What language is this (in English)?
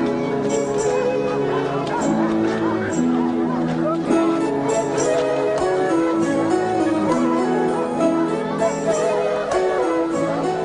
S'gaw Karen